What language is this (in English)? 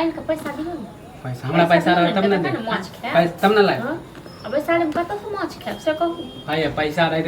Maithili